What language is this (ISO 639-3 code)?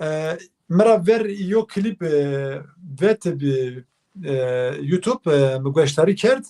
zza